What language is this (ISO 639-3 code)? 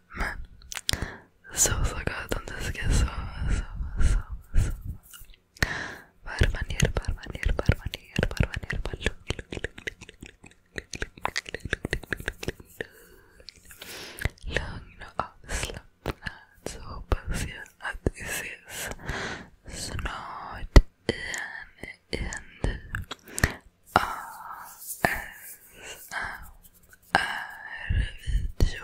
swe